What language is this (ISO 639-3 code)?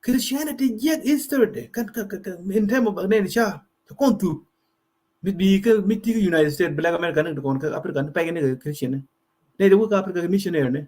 nus